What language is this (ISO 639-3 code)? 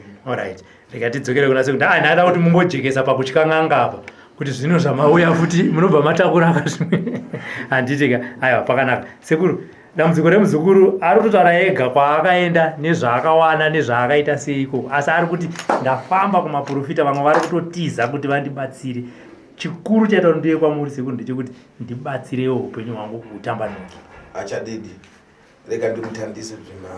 sna